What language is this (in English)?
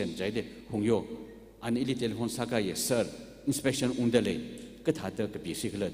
Tangkhul Naga (India)